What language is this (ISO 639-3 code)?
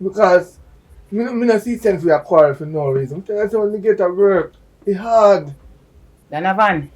jam